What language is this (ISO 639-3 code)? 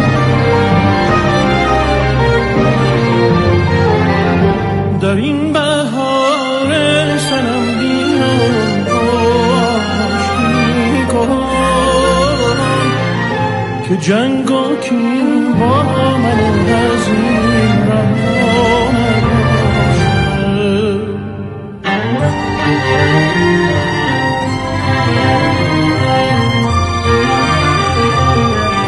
fas